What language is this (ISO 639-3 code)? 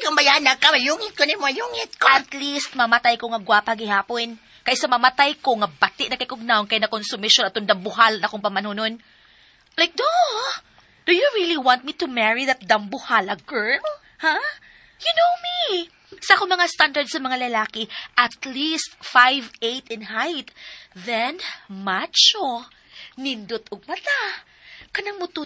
ceb